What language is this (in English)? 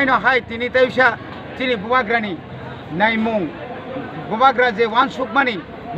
Kok Borok